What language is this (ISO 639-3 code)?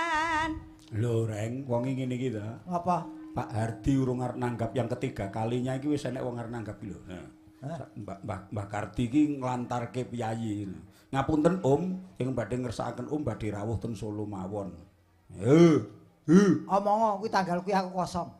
jav